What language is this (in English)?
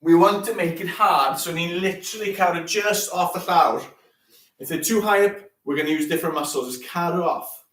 Welsh